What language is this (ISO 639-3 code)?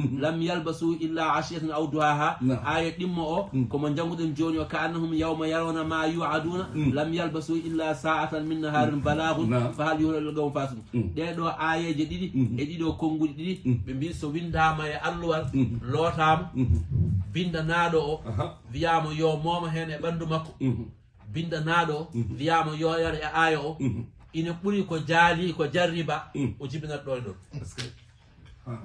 ful